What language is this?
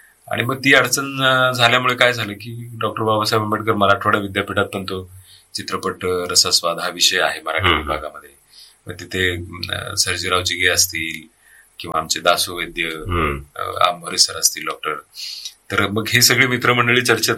Marathi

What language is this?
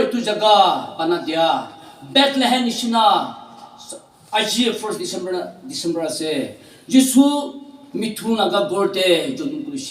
Naga Pidgin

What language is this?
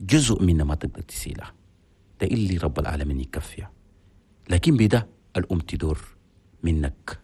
Chadian Arabic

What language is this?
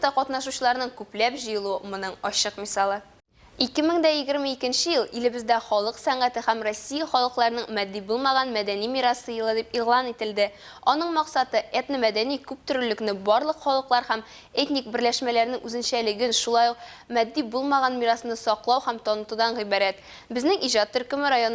Tatar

